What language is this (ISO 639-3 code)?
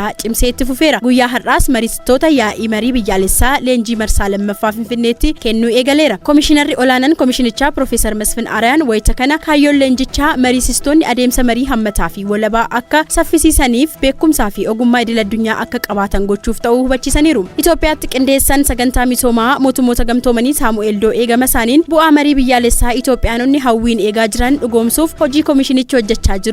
orm